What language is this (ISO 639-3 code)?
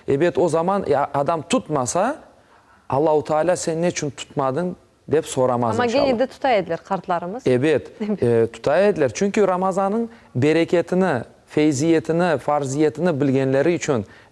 crh